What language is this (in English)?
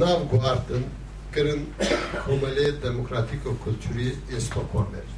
Kurdish